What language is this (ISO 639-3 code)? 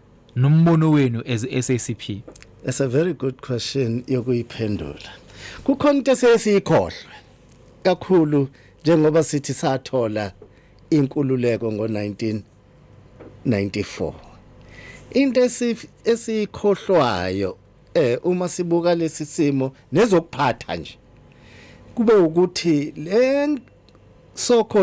zul